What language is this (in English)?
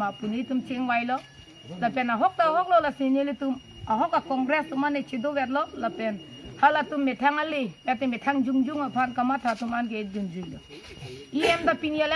Karbi